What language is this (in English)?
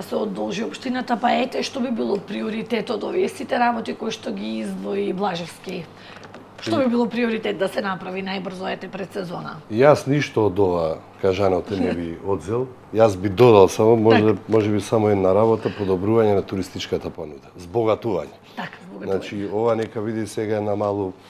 Macedonian